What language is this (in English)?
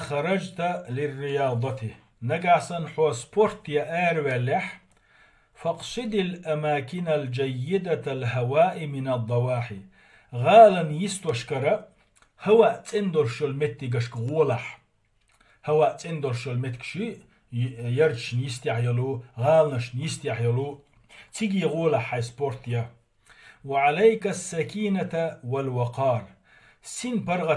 Chechen